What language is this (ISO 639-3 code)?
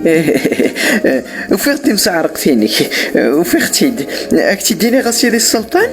kab